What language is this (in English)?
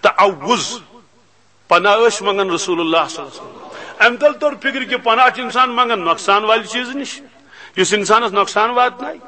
Kashmiri